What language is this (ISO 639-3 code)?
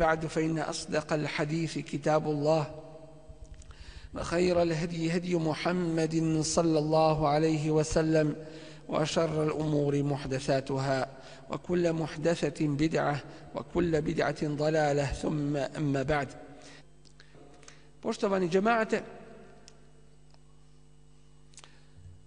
bos